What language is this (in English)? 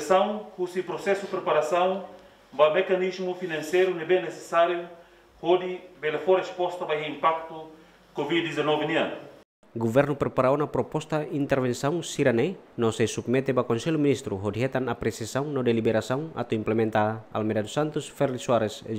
Tetum